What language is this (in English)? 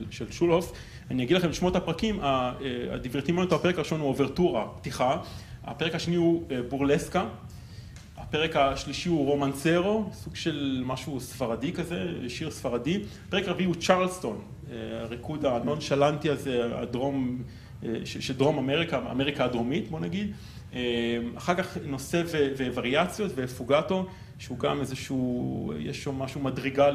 Hebrew